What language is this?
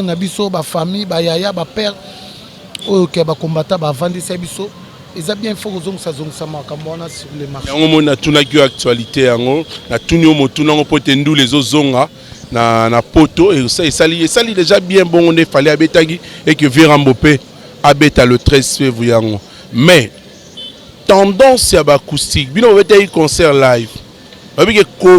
Lingala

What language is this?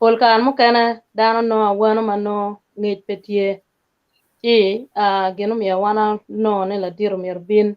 Acoli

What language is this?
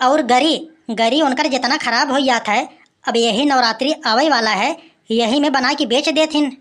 Awadhi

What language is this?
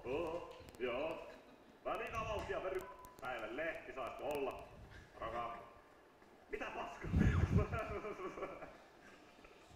Finnish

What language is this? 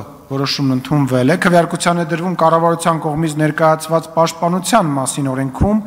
Armenian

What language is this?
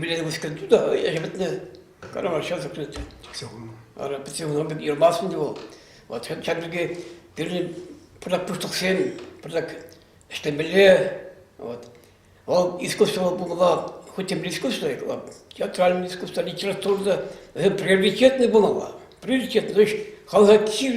Chuvash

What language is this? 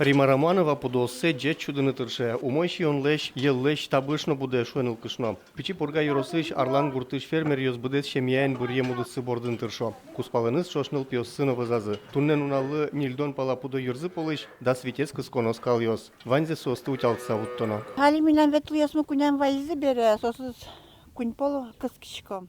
Udmurt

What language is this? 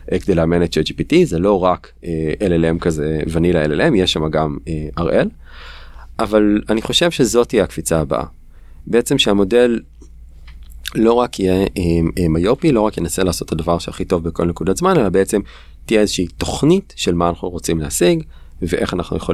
Hebrew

